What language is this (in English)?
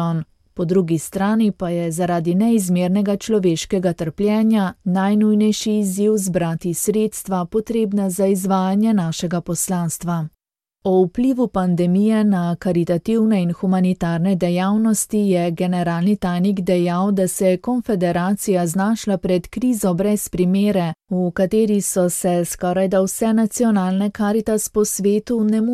Slovenian